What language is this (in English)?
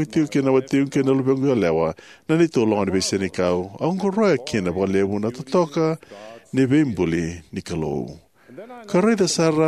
Fijian